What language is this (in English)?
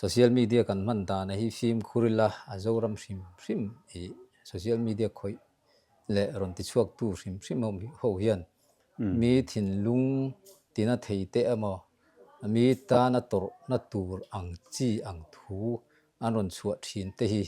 Mizo